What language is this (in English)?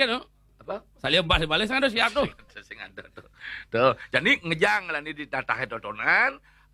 Balinese